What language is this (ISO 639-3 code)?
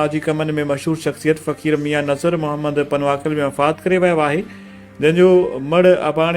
snd